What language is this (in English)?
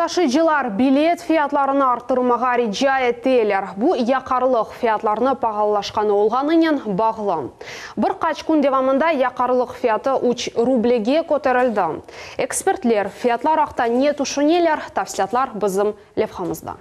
Crimean Tatar